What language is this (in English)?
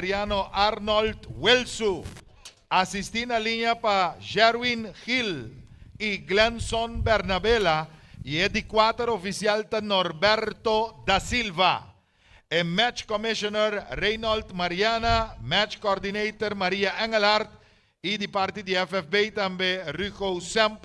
Papiamento